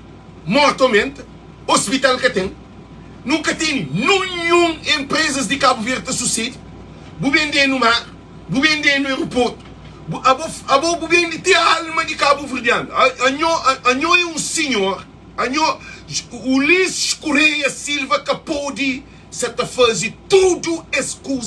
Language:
Kabuverdianu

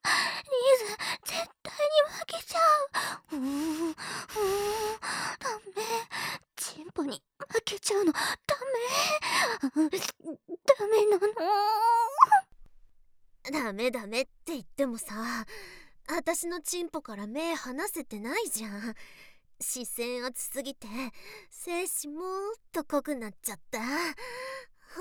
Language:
Japanese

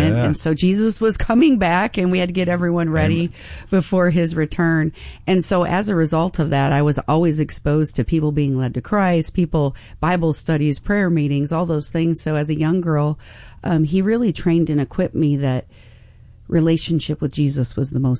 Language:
English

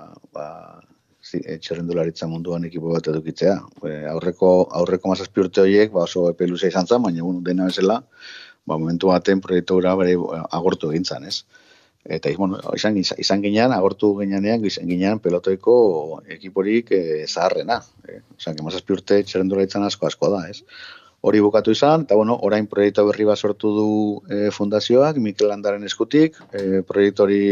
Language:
Basque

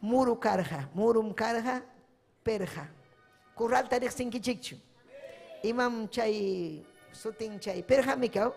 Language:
Ayacucho Quechua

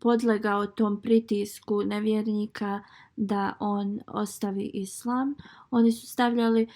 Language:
Bosnian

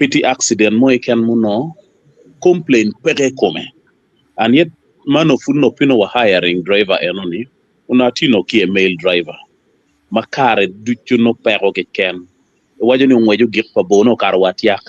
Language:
Acoli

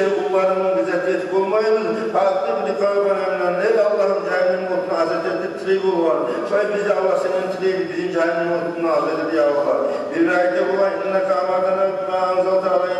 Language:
Kumyk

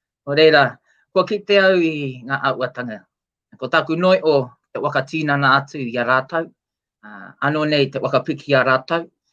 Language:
Māori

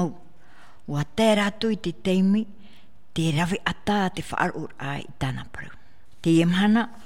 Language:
Tahitian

